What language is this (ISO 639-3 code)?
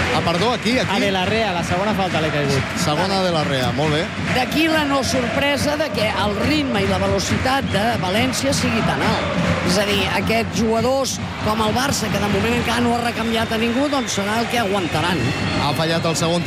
cat